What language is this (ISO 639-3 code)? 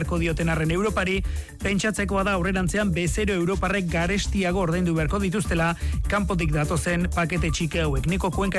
eus